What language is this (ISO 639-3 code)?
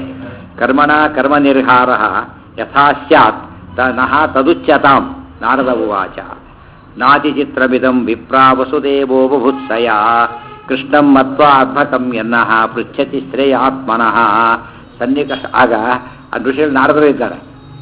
kan